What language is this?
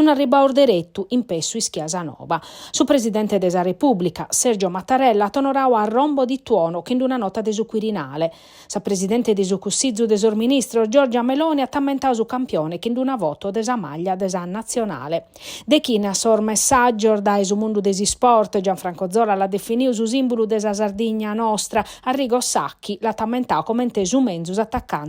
Sardinian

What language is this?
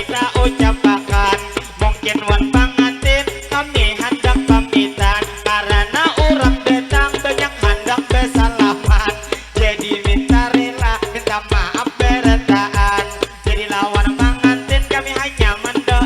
Banjar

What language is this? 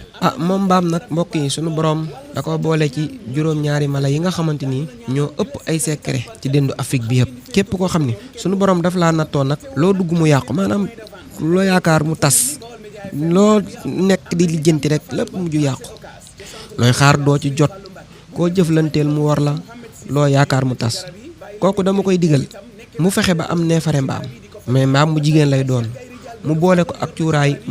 Wolof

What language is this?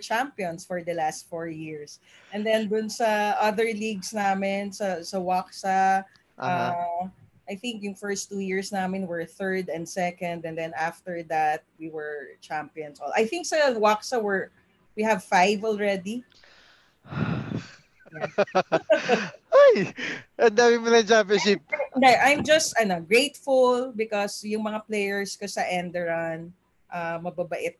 Filipino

